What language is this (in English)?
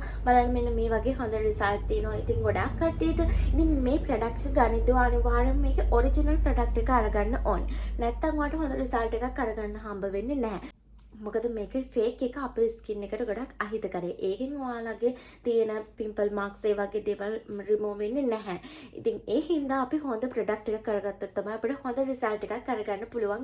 Sinhala